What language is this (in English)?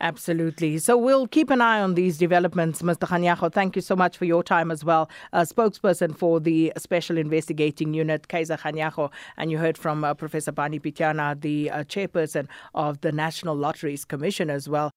English